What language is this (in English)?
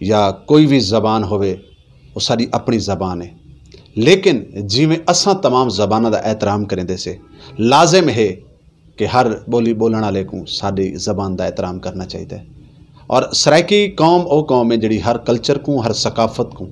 Saraiki